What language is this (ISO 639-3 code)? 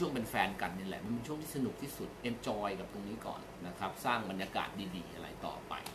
tha